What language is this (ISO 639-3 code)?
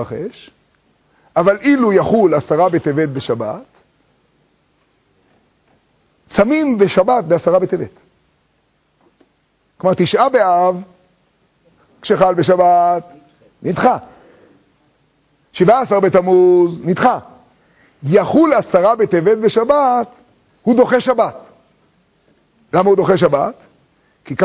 heb